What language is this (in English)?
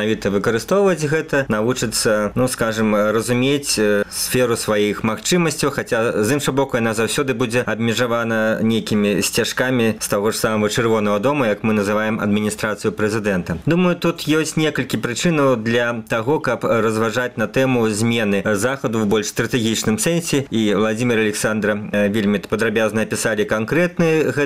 Belarusian